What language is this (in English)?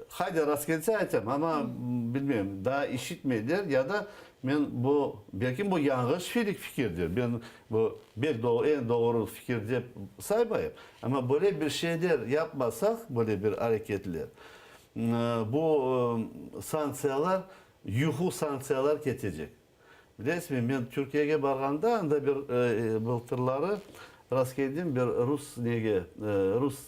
Crimean Tatar